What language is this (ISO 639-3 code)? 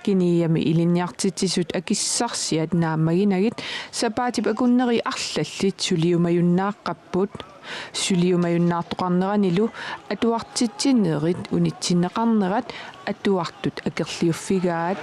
kal